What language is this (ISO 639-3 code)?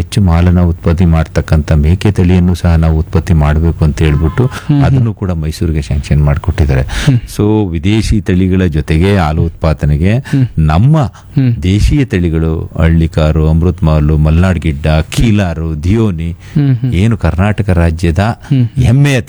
kan